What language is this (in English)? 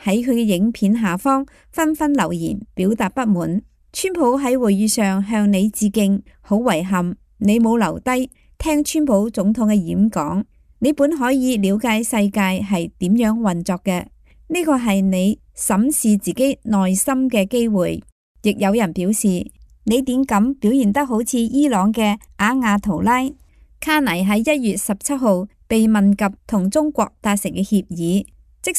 Cantonese